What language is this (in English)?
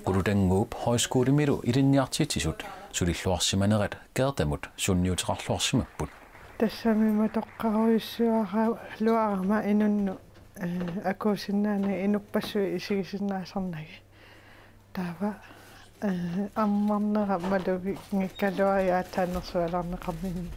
Kalaallisut